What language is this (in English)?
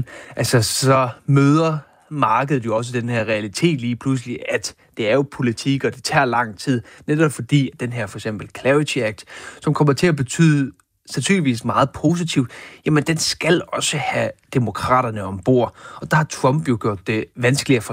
Danish